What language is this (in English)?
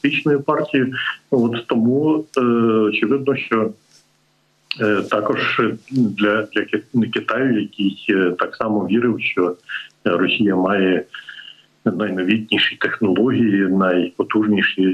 Ukrainian